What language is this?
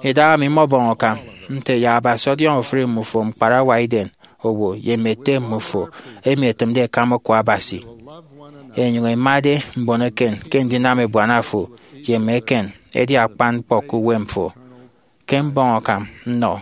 Efik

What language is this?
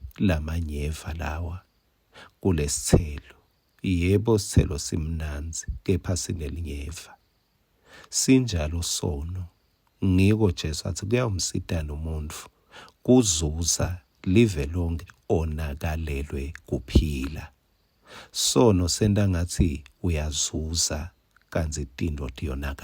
Swati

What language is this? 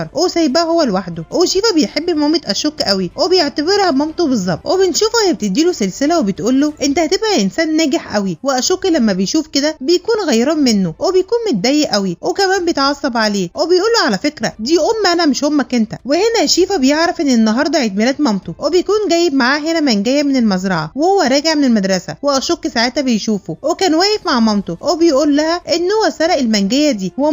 Egyptian Arabic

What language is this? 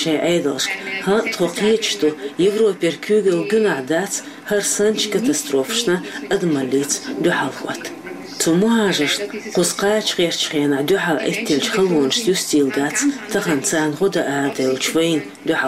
Chechen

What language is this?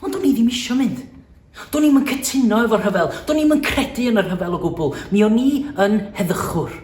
Welsh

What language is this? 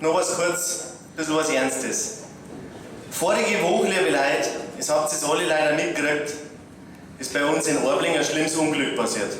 Bavarian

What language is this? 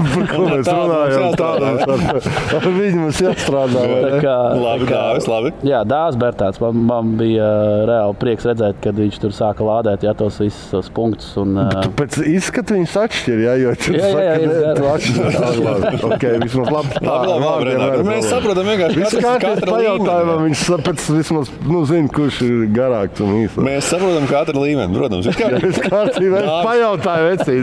Latvian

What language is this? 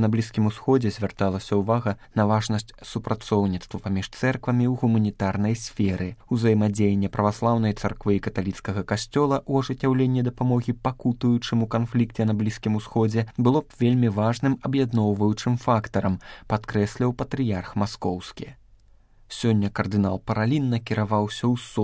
Belarusian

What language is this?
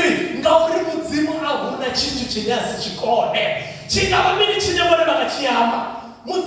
Venda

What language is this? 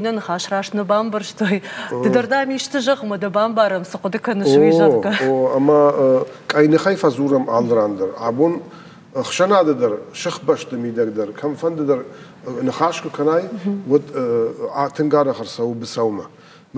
Ossetic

